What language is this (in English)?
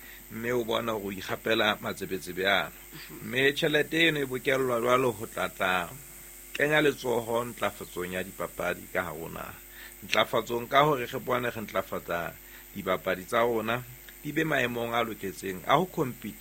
Southern Sotho